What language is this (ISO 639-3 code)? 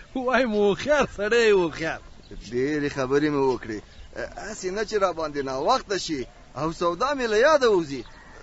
pus